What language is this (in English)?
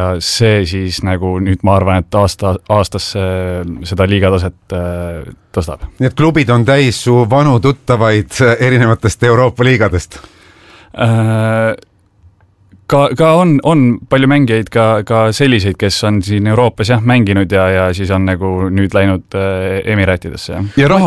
Estonian